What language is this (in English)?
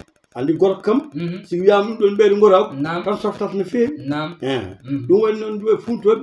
Fula